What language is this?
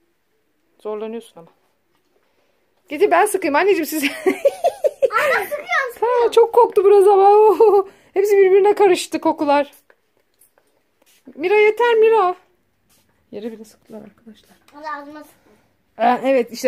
Turkish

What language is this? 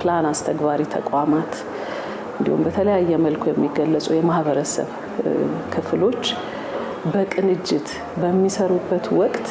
Amharic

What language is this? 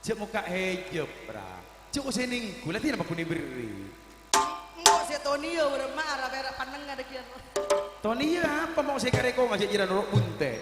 Madurese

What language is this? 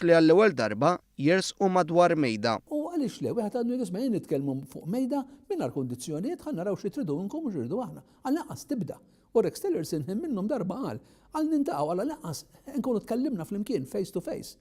Maltese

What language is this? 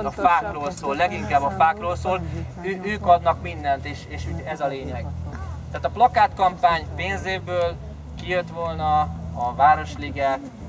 Hungarian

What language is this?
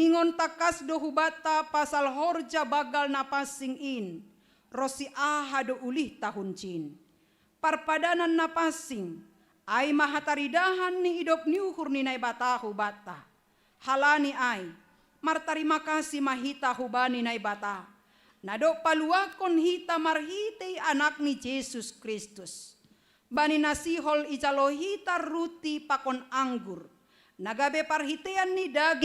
Batak Simalungun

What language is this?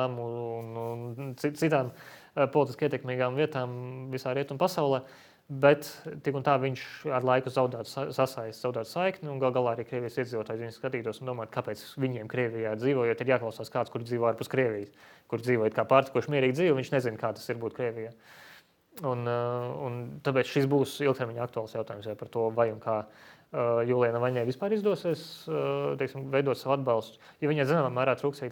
Latvian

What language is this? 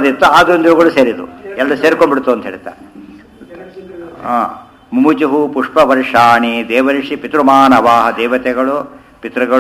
Kannada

